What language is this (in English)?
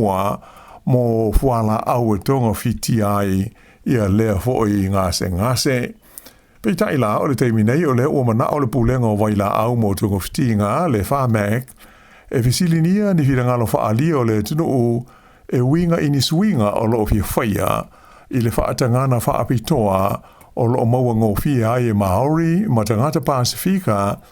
Samoan